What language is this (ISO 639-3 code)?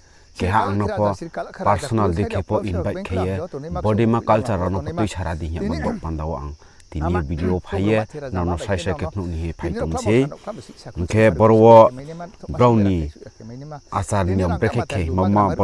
ria